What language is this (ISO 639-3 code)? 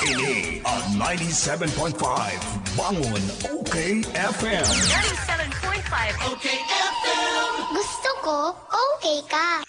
bik